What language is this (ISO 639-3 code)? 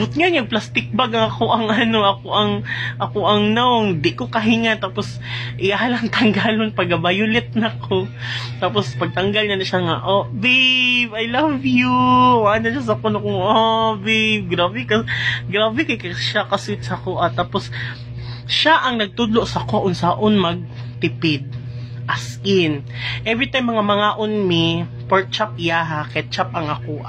ceb